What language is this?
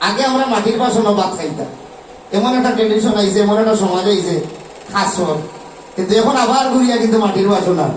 Sylheti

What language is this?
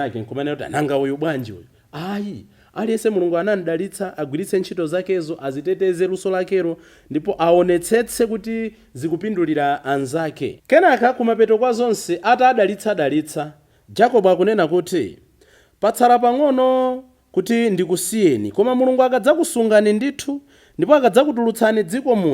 Nyanja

